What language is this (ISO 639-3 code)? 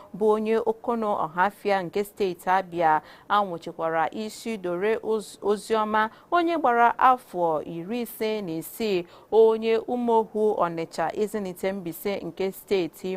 ibo